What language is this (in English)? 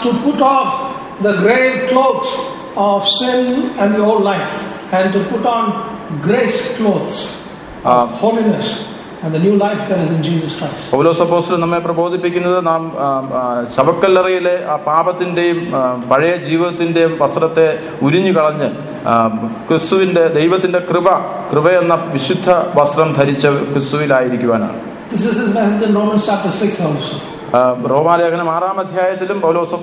Malayalam